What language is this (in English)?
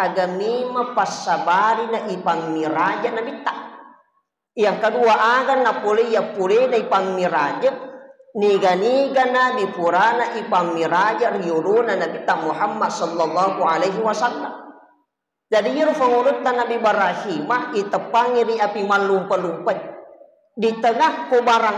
Buginese